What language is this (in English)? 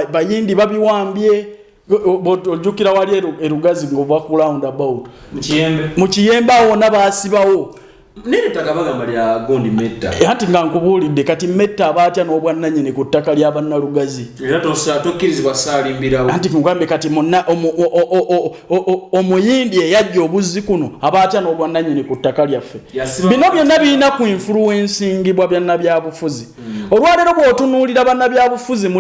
Ganda